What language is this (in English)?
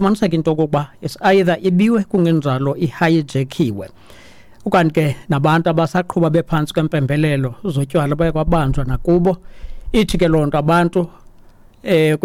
Xhosa